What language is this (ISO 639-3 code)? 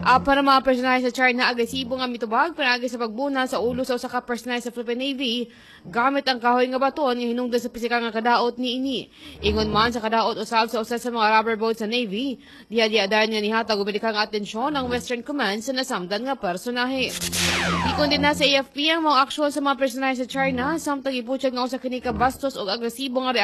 ceb